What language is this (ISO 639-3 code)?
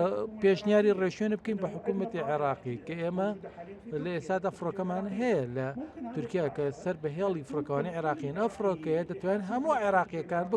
ckb